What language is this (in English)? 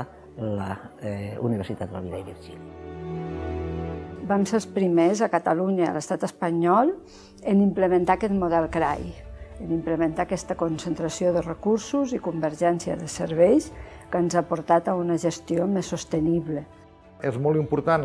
Catalan